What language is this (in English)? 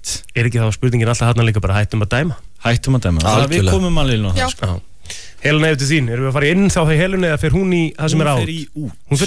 Icelandic